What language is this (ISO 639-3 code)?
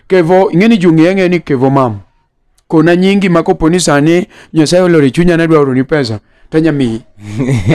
luo